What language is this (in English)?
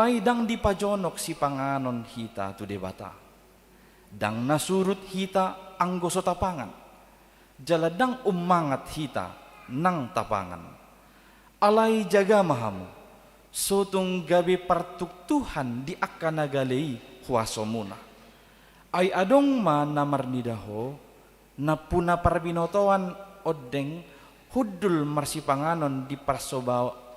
Batak Toba